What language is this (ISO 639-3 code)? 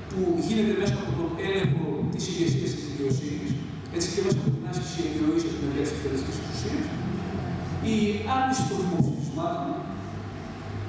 ell